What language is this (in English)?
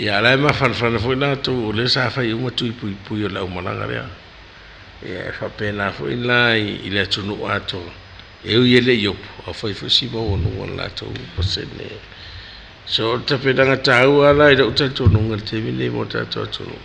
Samoan